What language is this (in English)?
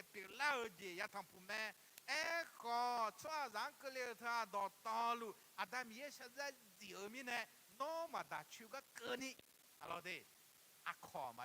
Akha